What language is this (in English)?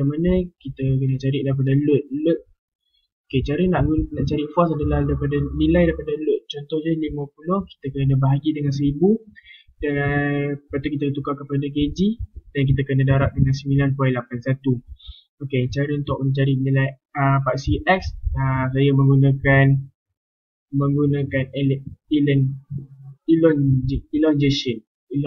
Malay